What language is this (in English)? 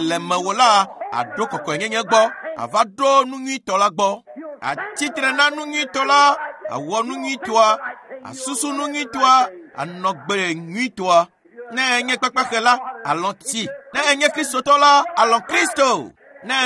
Ewe